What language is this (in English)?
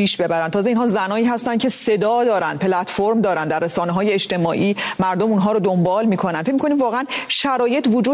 Persian